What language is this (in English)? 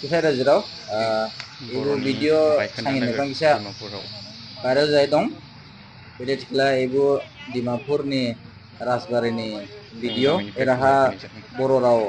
Dimasa